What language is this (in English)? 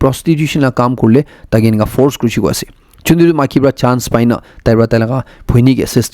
Naga Pidgin